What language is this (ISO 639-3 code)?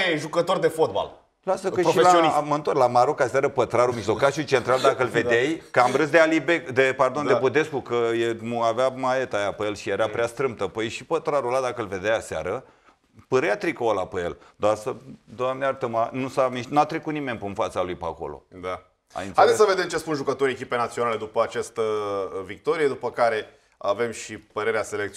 ron